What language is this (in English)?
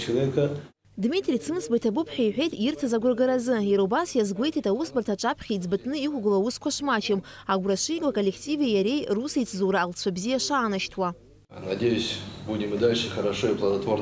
Abkhazian